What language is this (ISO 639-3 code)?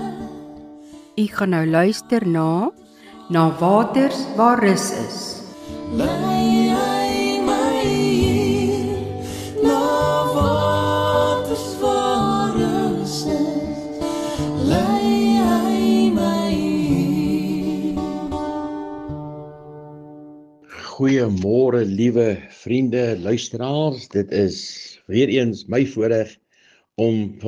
afr